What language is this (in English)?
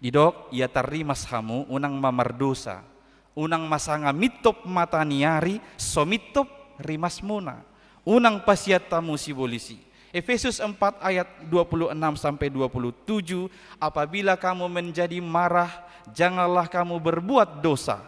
Batak Toba